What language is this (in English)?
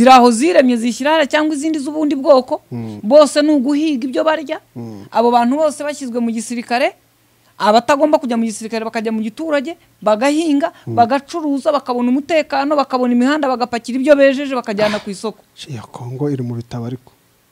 Kinyarwanda